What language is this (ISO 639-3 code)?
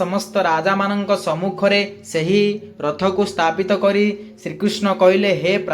ori